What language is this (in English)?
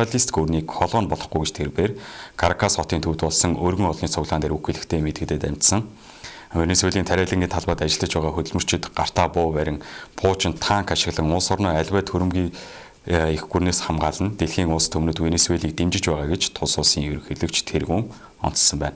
Mongolian